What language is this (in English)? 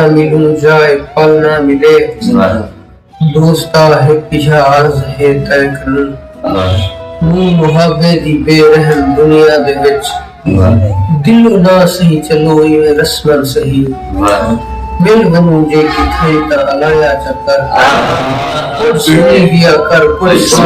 Saraiki